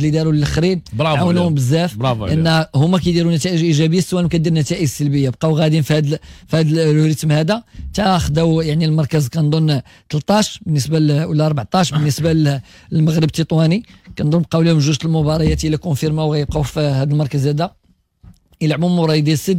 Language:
Moroccan Arabic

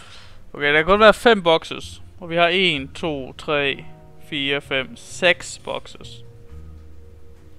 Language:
Danish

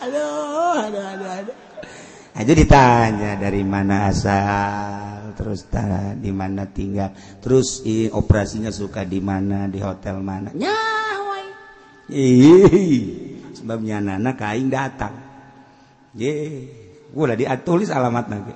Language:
Sundanese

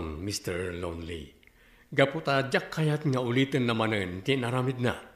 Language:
Iloko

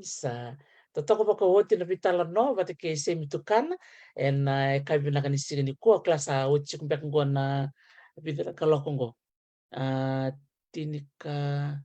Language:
Fijian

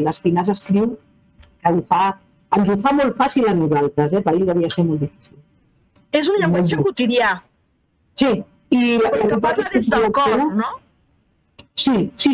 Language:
Catalan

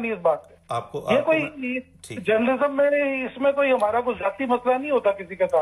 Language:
Urdu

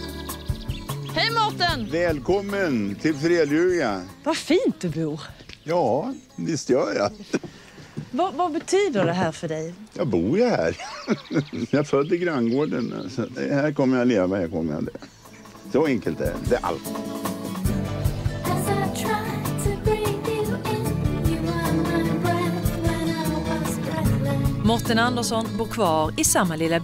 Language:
Swedish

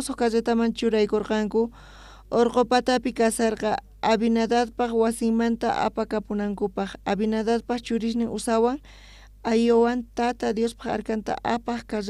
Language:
South Bolivian Quechua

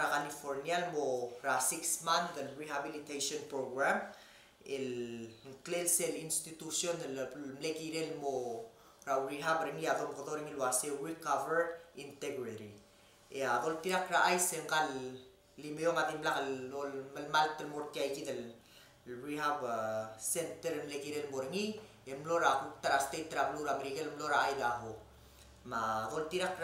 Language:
Palauan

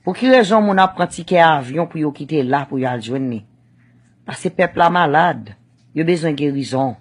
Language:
Haitian Creole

